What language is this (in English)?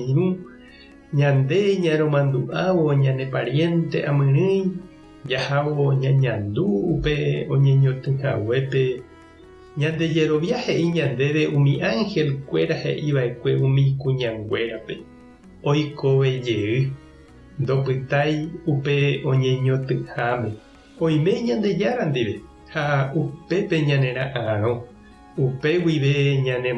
Guarani